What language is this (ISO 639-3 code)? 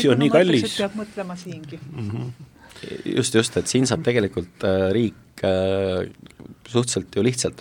est